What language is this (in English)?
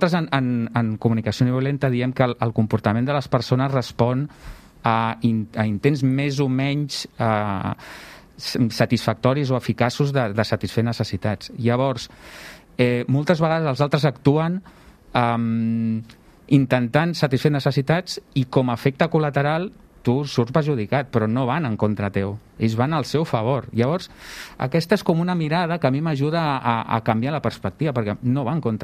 Catalan